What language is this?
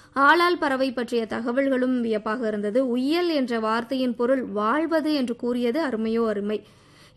Tamil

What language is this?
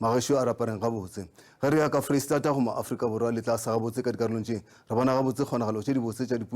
Northern Sotho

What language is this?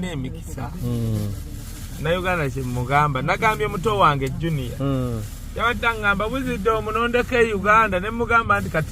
Ganda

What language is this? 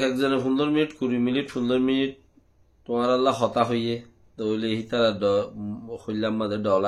Rohingya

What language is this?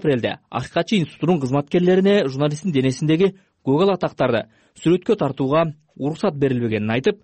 Kyrgyz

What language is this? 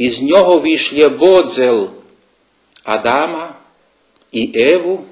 Rusyn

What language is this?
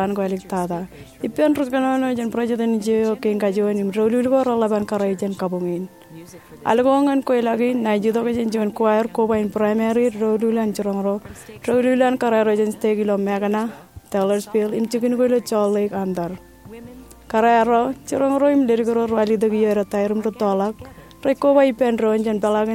Marshallese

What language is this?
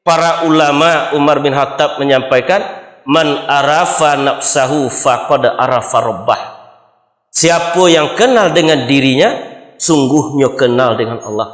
Minangkabau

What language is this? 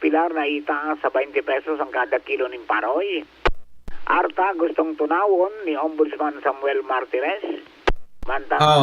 Bikol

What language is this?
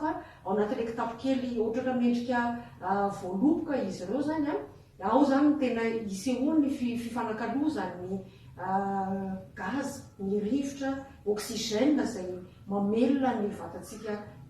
Malagasy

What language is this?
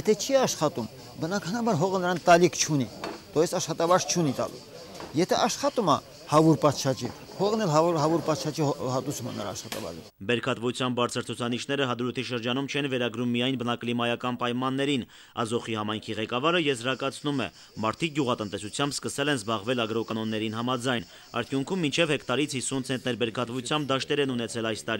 Armenian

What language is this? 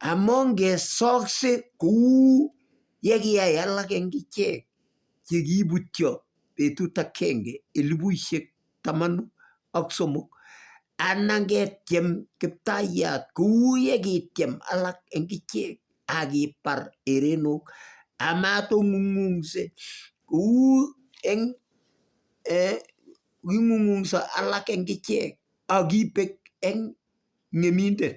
Kalenjin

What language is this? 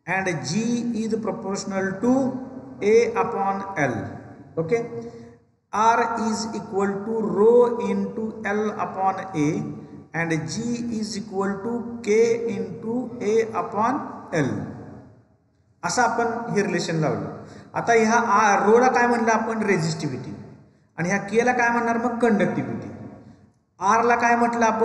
Marathi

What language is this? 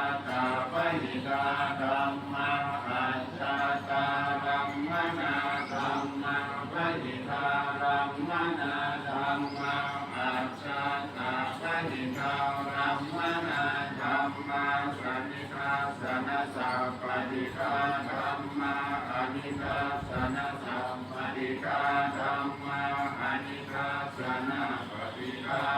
Pali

